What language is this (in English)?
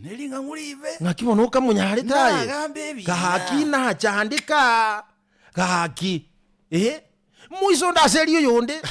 Gusii